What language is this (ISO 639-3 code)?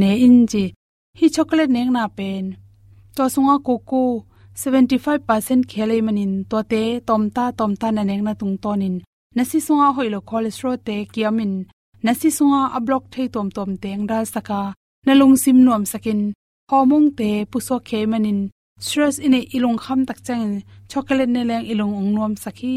ctd